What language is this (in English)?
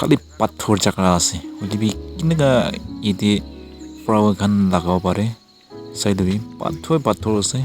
Naga Pidgin